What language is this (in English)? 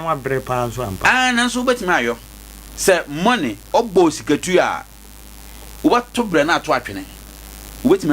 Akan